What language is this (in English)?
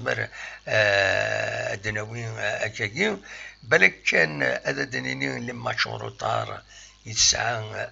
Kabyle